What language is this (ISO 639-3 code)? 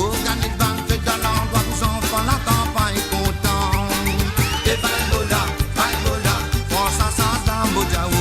mfe